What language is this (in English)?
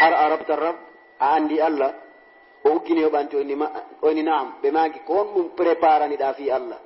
Fula